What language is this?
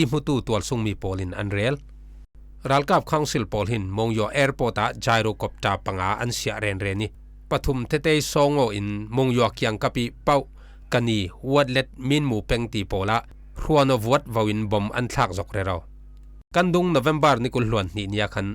Falam Chin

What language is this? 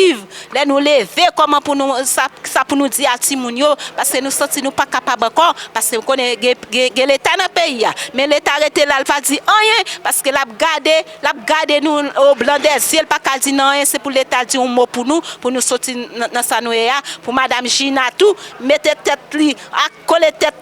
Haitian Creole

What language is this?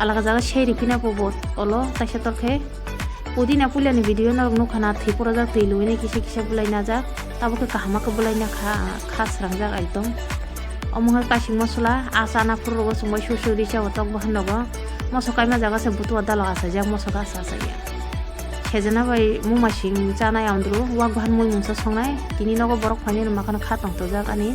Kok Borok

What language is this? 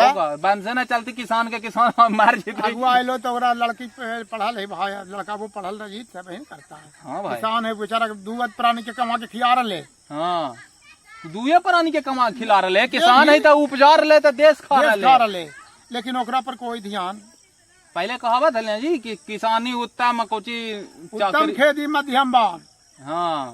Magahi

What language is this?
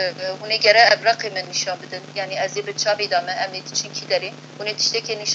Kurdish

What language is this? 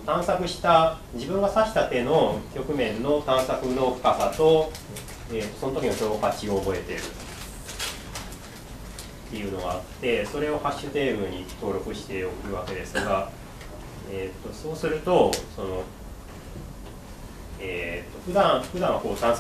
Japanese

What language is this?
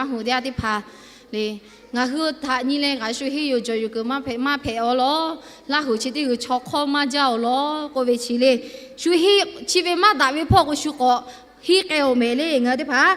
Lahu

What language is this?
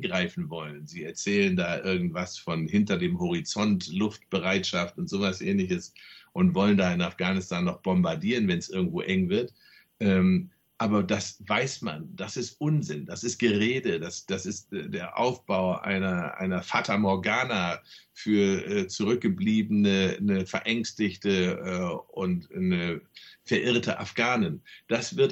German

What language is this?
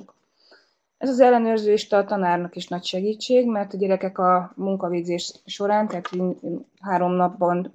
Hungarian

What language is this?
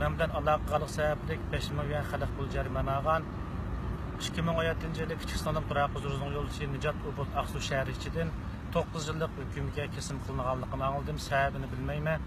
Uyghur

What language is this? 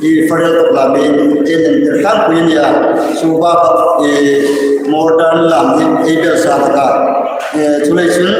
Hmar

